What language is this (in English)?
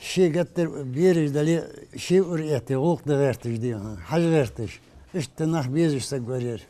Ingush